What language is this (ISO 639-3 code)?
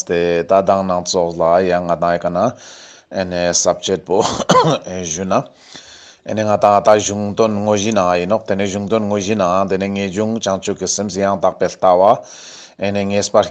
lbj